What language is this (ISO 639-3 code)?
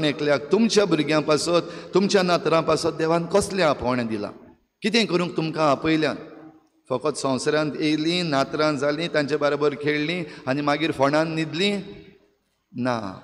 kok